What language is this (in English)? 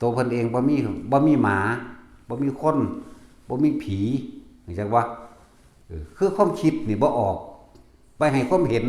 Northeastern Thai